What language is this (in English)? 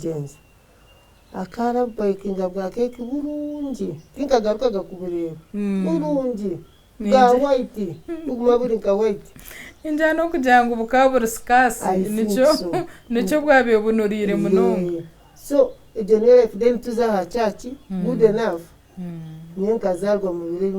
Nyankole